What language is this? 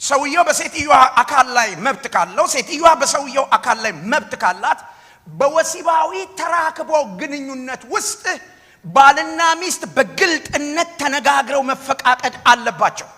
Amharic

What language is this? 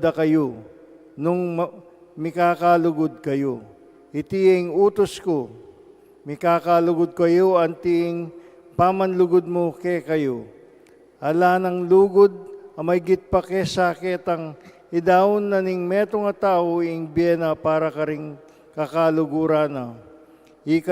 Pampanga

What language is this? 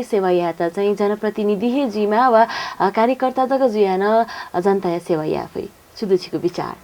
Newari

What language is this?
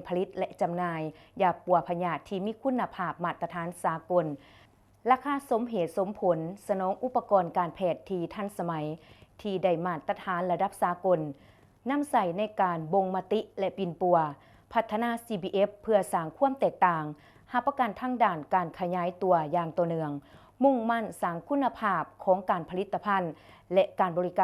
Lao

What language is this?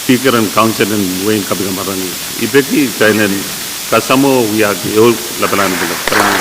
Pohnpeian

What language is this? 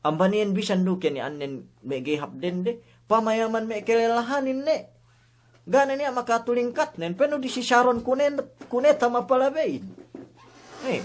Yakan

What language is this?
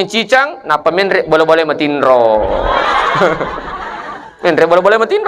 Buginese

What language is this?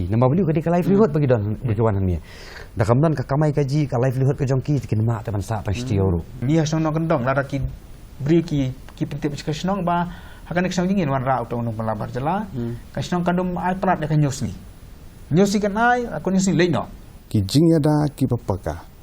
Khasi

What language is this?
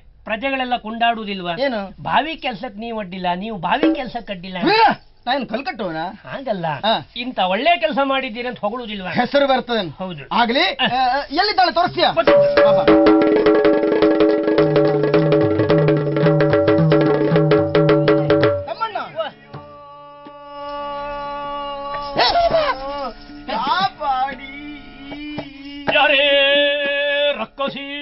Kannada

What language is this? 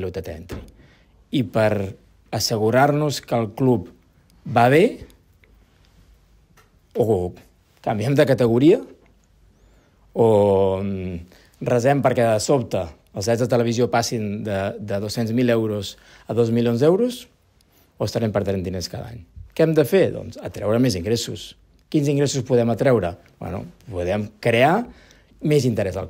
Catalan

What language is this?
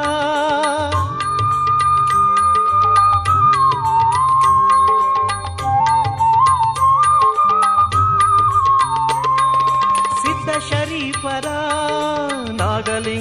Kannada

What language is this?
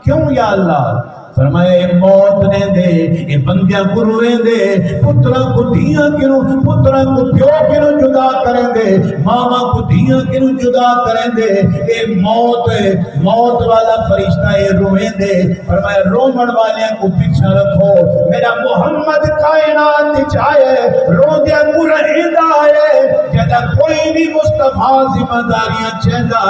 Saraiki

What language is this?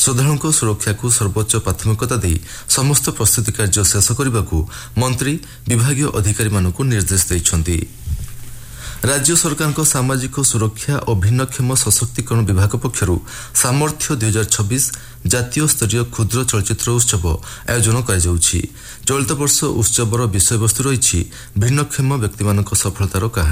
Odia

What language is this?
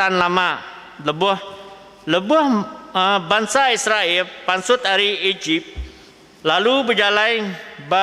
Iban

